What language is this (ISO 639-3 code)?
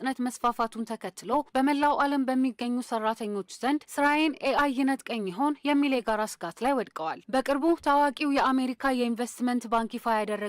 amh